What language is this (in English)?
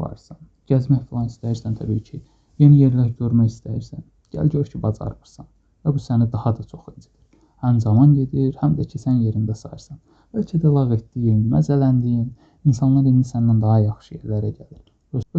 Azerbaijani